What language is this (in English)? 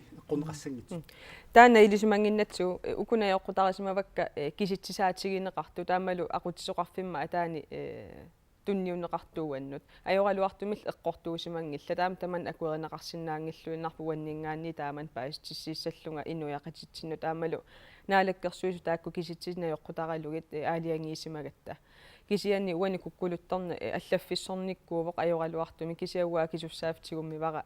Kalaallisut